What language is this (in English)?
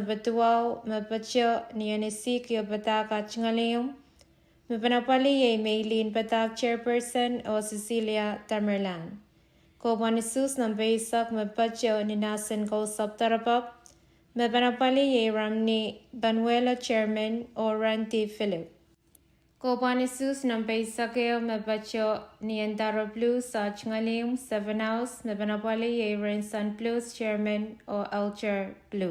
Pohnpeian